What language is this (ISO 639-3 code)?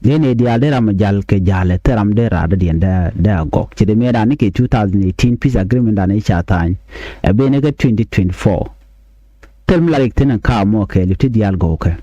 nus